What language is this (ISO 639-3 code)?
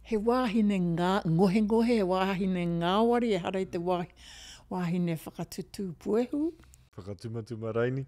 mri